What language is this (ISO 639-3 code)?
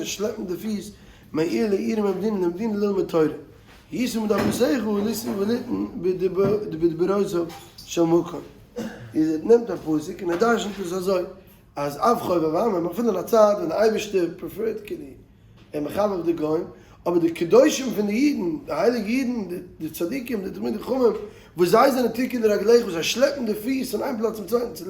yid